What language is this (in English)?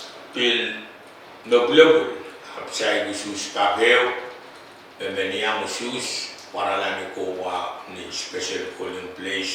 Pohnpeian